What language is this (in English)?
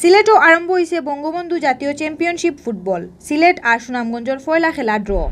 Sylheti